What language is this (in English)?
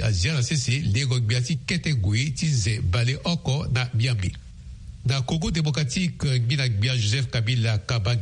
Sango